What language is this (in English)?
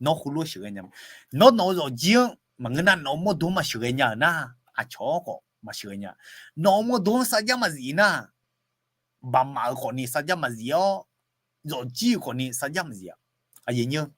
Akha